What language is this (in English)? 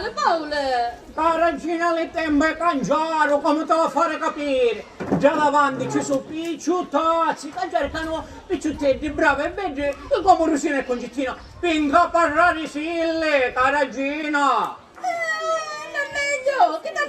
Sicilian